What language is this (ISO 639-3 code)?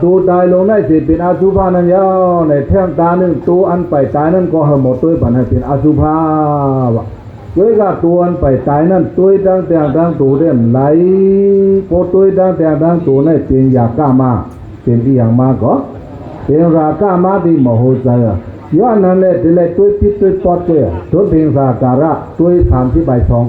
shn